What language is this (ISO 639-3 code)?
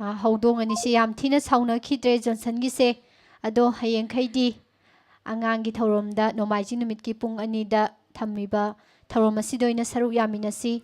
mni